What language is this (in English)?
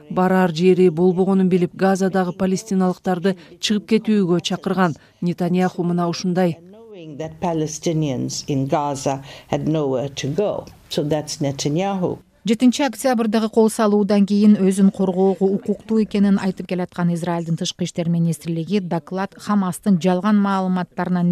Kyrgyz